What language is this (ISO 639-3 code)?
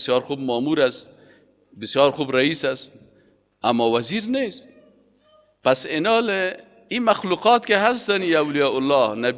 fas